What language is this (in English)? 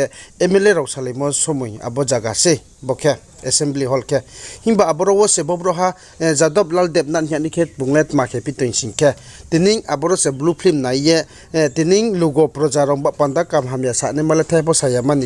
Riang (India)